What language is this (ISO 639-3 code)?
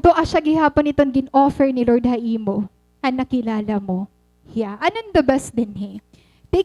war